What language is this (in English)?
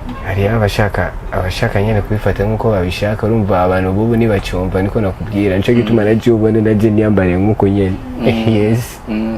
Rundi